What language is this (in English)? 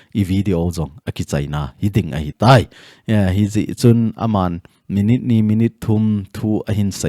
Thado Chin